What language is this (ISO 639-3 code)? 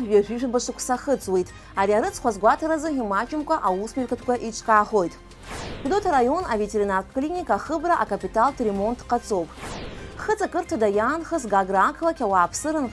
abk